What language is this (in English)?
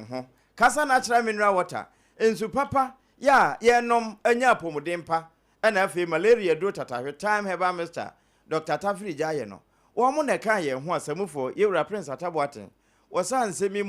Akan